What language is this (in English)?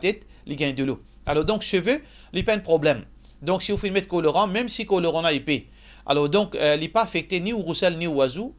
Morisyen